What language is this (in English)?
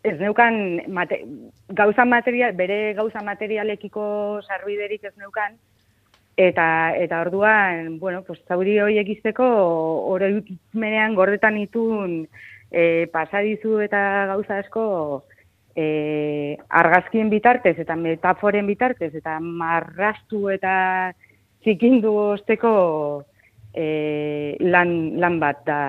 Basque